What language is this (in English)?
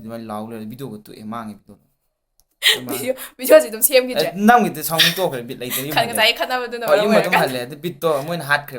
Manipuri